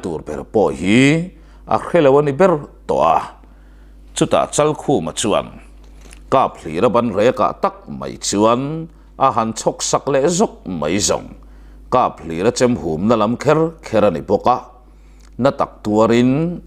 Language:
Mizo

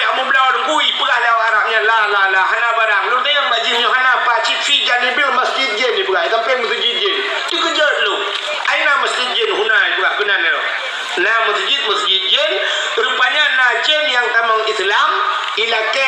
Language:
Achinese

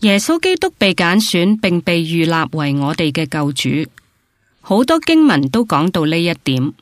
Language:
Cantonese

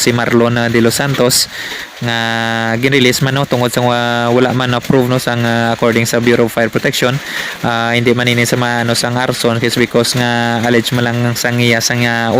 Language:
Hiligaynon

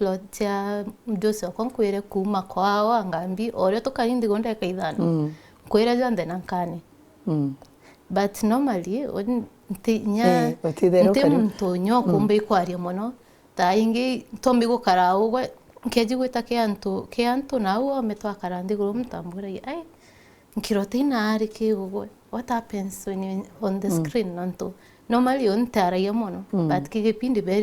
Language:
Meru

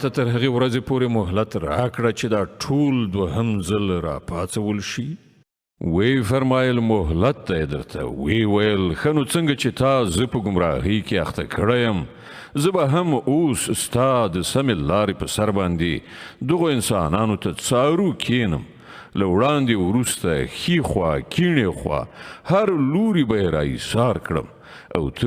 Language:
Pashto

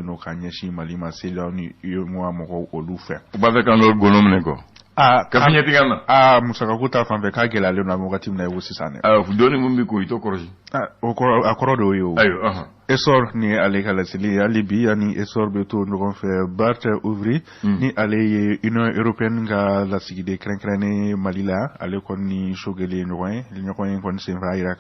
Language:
Bambara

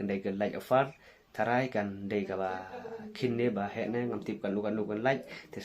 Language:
Khasi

